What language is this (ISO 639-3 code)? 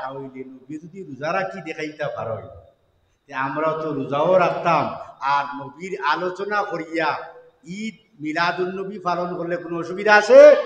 syl